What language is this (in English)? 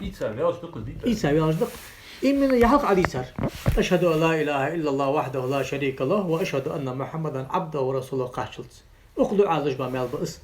Ingush